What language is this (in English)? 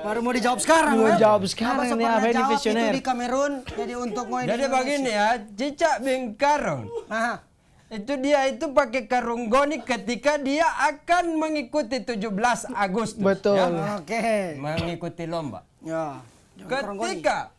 Manado Malay